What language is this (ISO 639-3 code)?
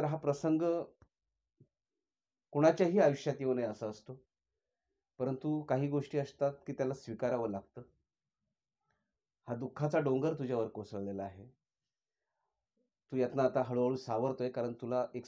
mar